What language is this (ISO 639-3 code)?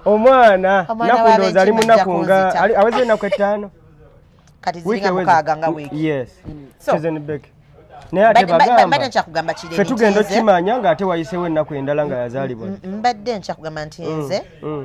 lug